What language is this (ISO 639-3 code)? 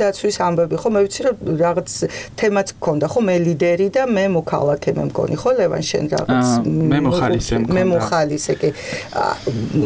kat